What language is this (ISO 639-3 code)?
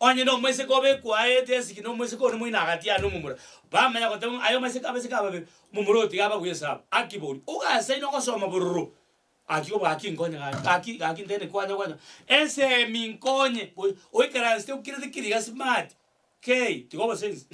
guz